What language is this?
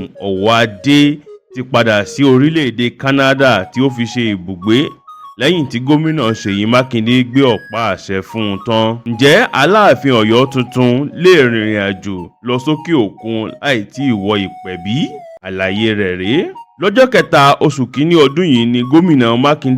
Yoruba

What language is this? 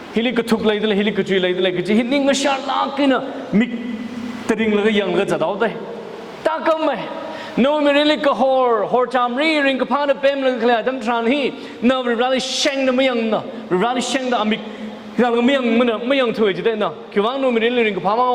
Tangkhul Naga (India)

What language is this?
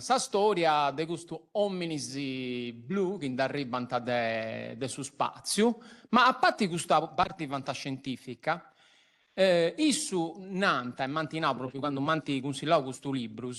Sardinian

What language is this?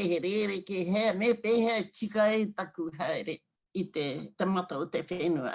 Māori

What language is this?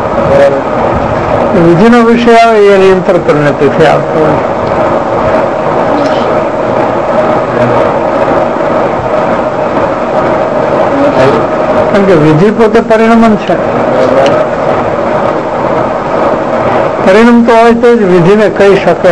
Gujarati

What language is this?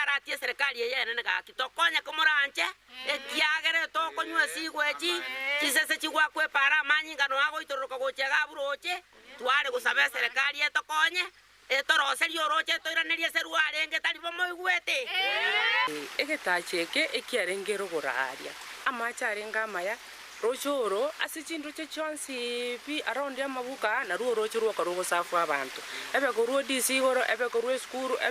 Gusii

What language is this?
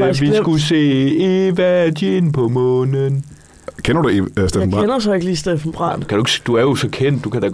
Danish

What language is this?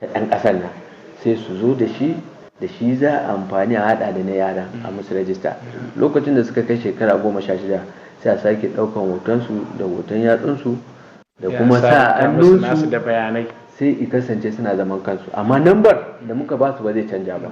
Hausa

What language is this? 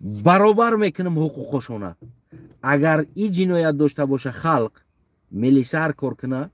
Tajik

